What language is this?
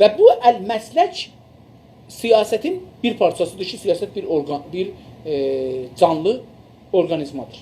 South Azerbaijani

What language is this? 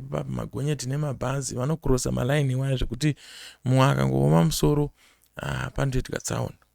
Shona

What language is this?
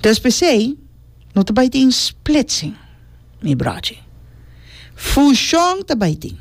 Papiamento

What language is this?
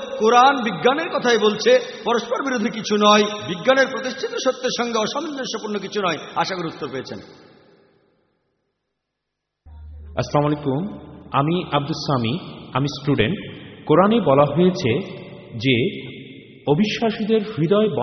Bangla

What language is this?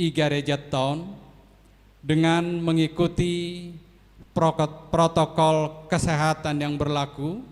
Batak Simalungun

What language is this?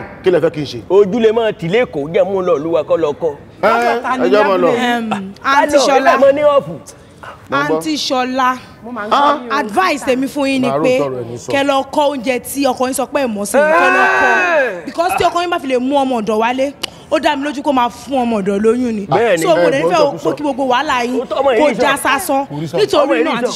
Yoruba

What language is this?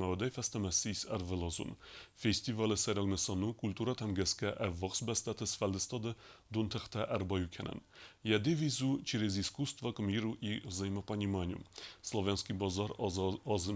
Ossetic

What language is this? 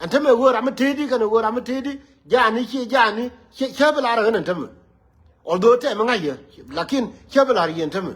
Nuer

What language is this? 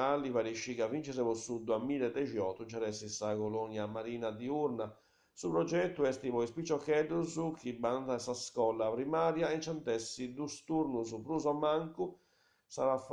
Sardinian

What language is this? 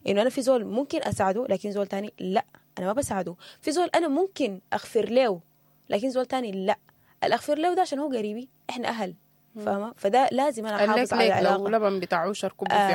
Sudanese Arabic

